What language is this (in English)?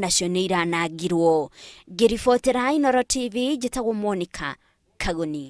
Kikuyu